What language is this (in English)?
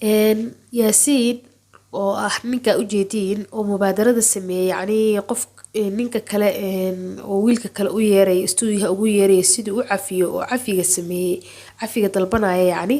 Somali